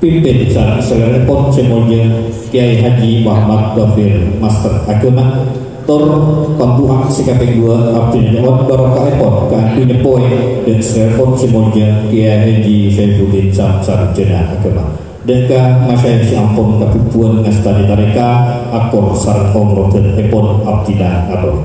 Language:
Madurese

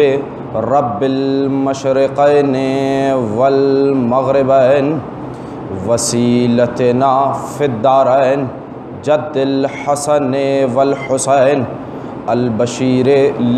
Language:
Urdu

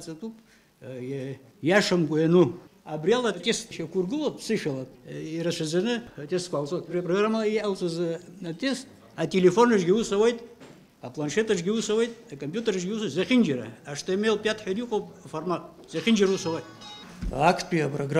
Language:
Abkhazian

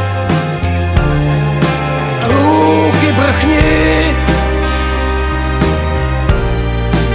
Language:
Ukrainian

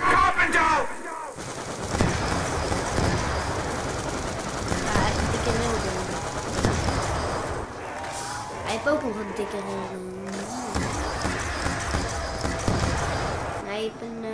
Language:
Dutch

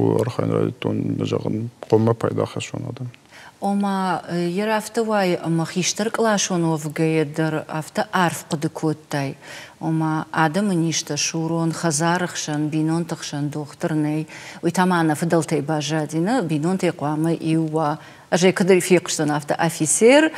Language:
Ossetic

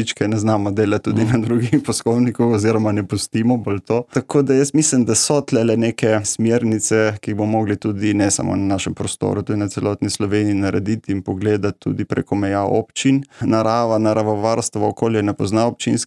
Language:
Slovenian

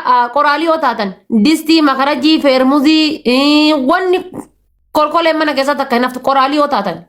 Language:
Oromo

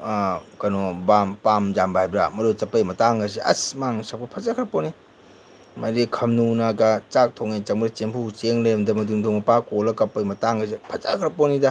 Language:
Manipuri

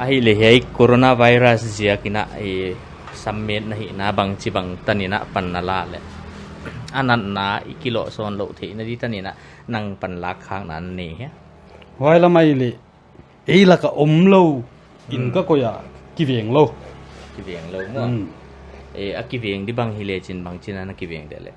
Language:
Paite Chin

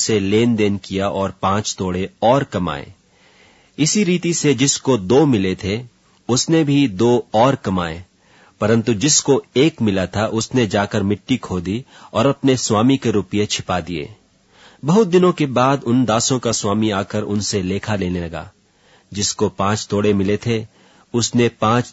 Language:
Hindi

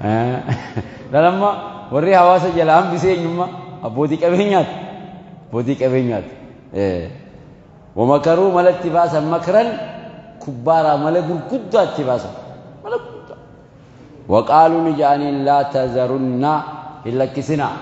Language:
Oromo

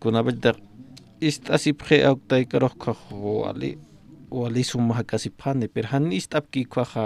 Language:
Aymara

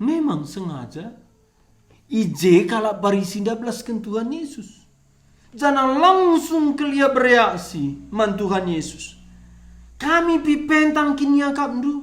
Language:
Batak Karo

